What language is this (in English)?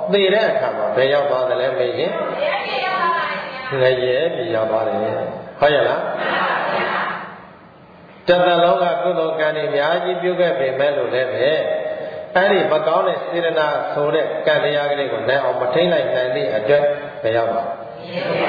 Burmese